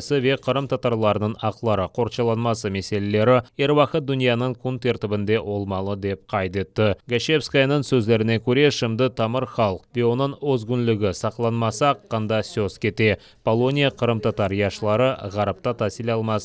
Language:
Crimean Tatar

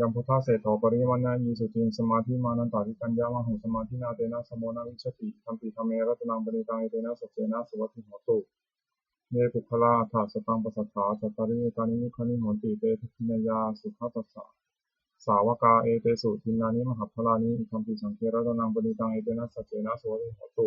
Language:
Pali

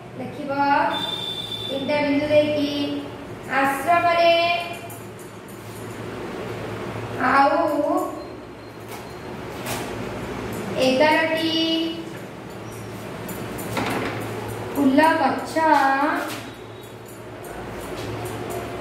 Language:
Odia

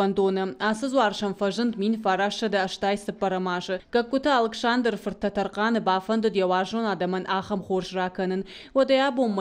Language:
Ossetic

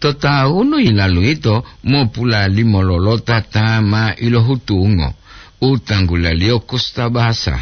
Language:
Gorontalo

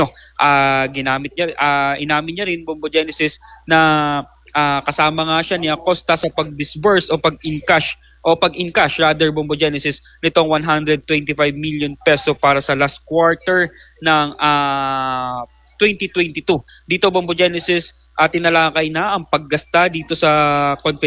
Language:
Filipino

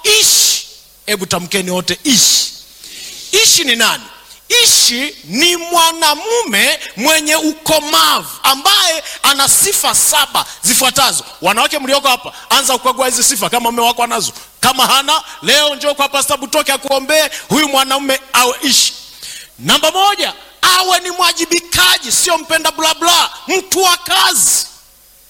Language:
Swahili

